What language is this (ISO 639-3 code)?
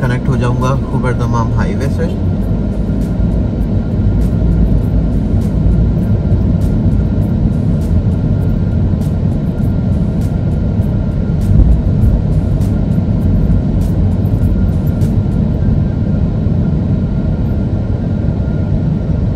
hin